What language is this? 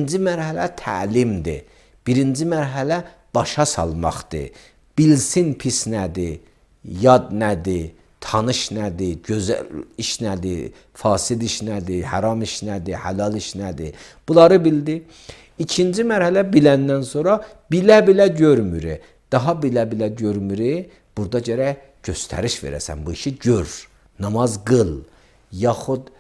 Azerbaijani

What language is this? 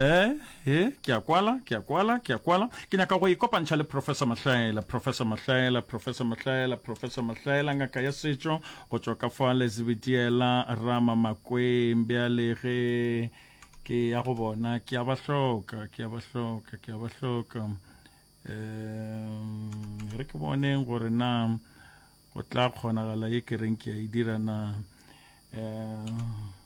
Northern Sotho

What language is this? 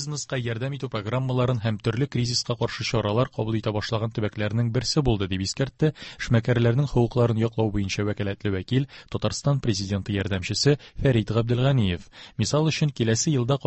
Tatar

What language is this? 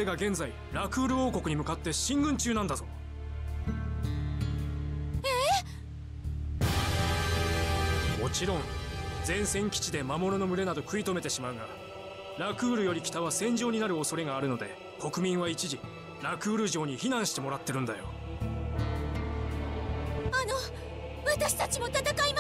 Japanese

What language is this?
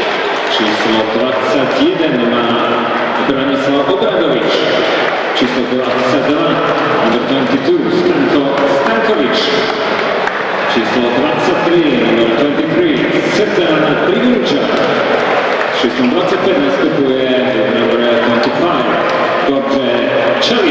Slovak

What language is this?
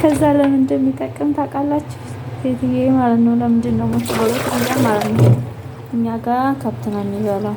Amharic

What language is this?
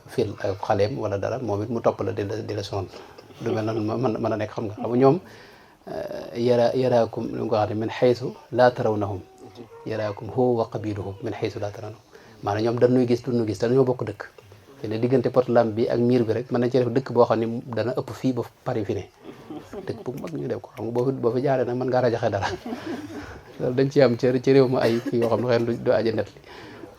Wolof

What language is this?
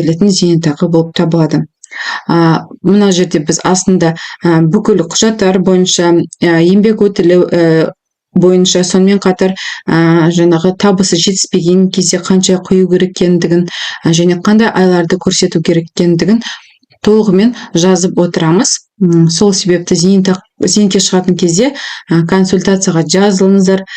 Kazakh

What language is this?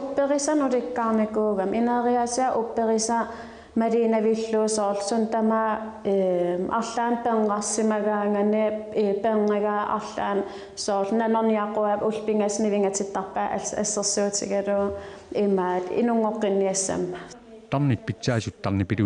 Kalaallisut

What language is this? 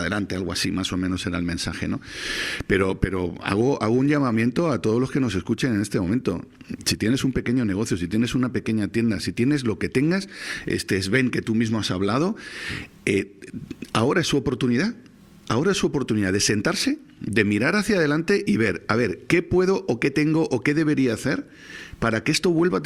Spanish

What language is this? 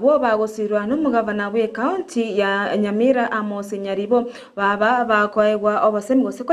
Gusii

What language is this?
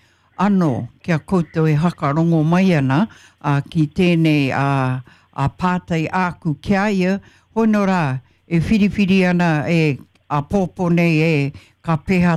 Māori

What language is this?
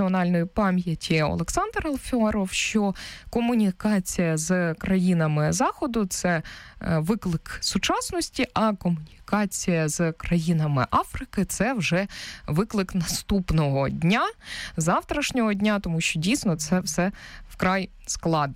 Ukrainian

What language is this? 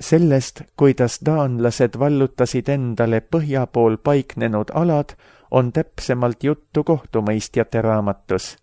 Estonian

